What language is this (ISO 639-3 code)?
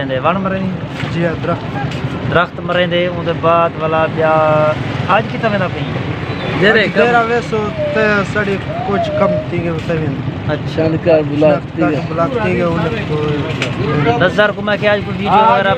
skr